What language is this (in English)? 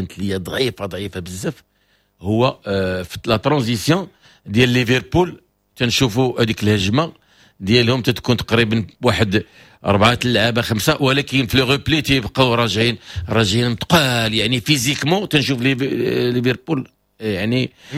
Moroccan Arabic